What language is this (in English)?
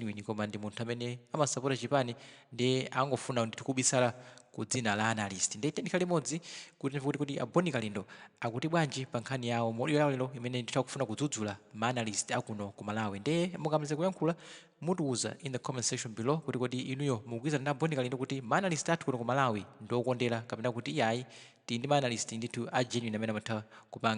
Nyanja